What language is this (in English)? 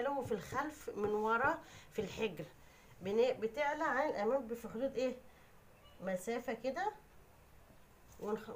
Egyptian Arabic